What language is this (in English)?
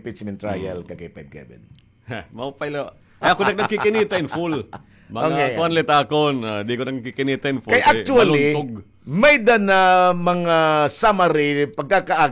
Waray